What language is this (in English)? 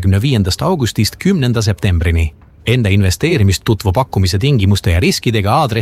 Estonian